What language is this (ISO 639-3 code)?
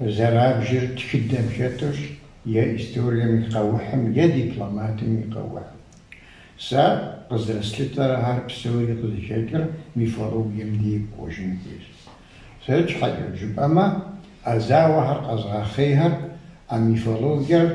kbd